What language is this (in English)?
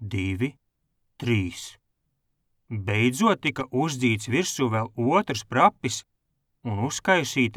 Latvian